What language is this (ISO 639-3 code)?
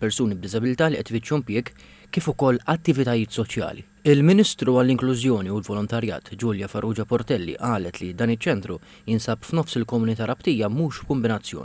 mlt